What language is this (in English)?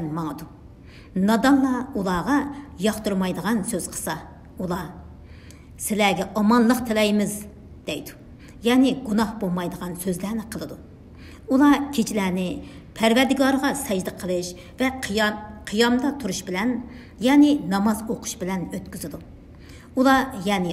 Uyghur